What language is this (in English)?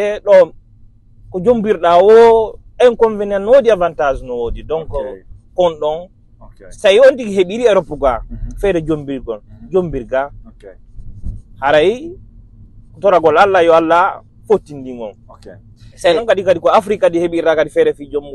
Fula